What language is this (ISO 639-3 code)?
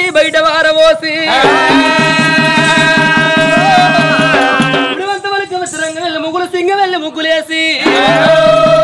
tel